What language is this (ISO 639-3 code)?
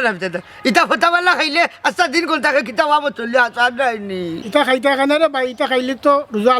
syl